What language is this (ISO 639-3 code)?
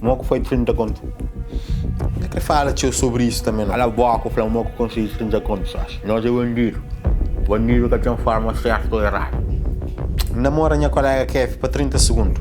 kea